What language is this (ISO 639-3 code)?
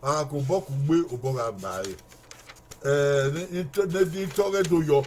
bin